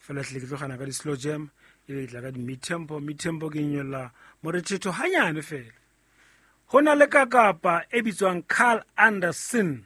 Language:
Southern Sotho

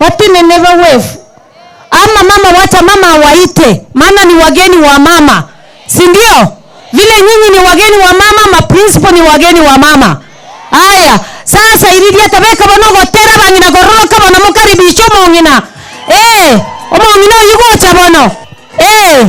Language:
Gusii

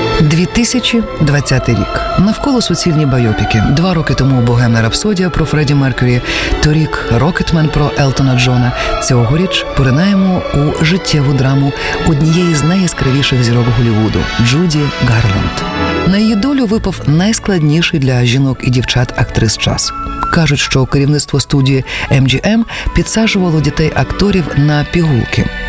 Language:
Ukrainian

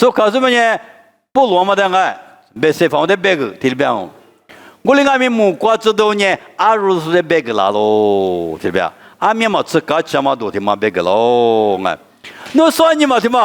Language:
Lisu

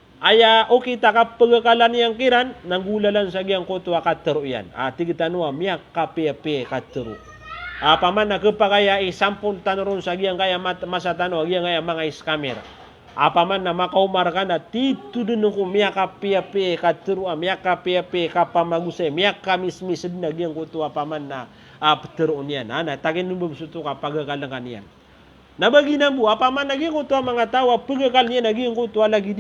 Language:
Maranao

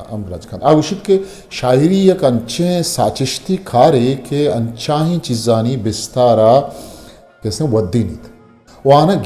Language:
Eastern Balochi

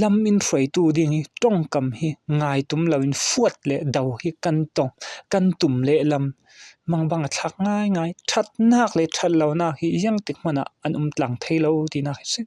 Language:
Falam Chin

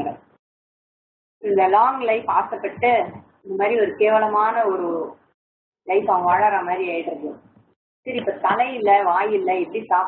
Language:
Tamil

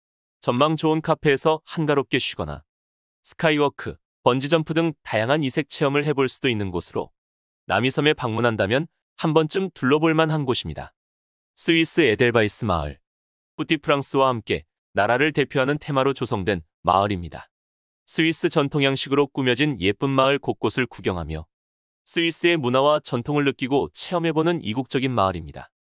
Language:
Korean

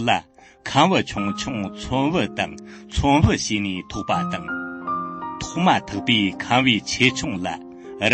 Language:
Tibetan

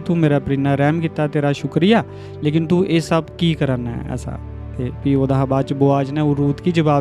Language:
Dogri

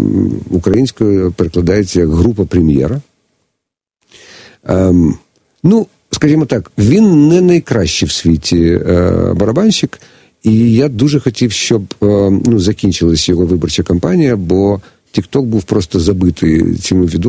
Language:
Ukrainian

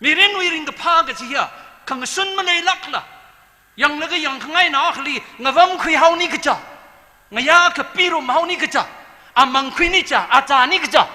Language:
Tangkhul Naga (India)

